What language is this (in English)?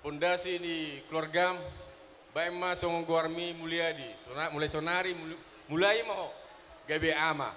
Batak Toba